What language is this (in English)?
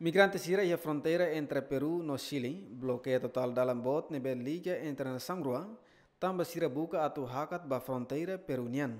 Tetum